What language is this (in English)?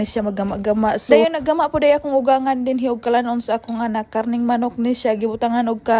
Cebuano